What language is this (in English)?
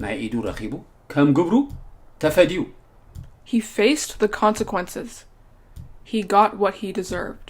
Tigrinya